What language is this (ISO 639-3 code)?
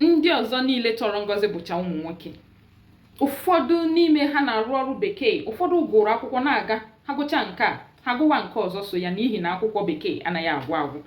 ibo